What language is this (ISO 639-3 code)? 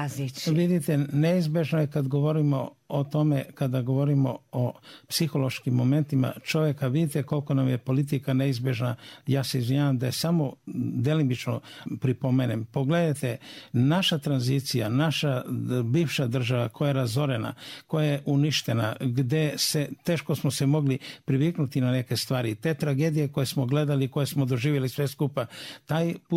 srp